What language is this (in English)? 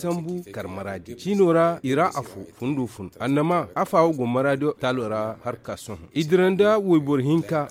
Zarma